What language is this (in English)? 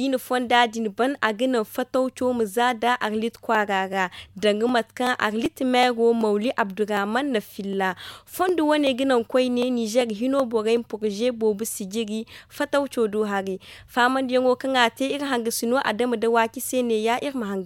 Zarma